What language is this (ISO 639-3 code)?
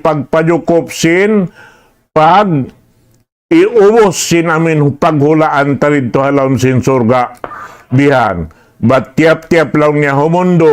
tsg